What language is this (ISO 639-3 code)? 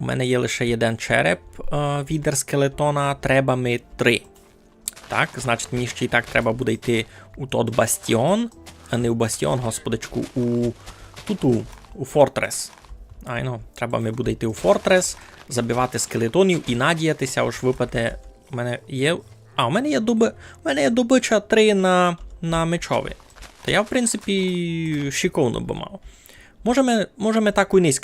rue